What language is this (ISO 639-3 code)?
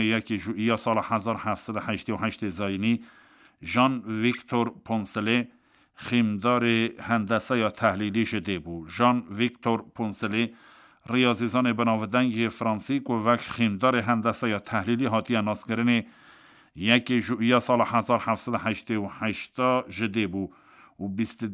kur